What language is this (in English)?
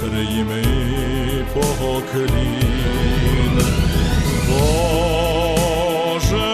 Rusyn